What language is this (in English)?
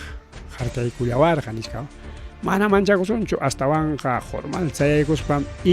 Ayacucho Quechua